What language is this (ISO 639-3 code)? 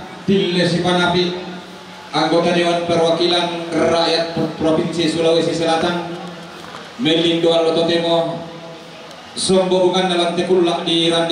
sda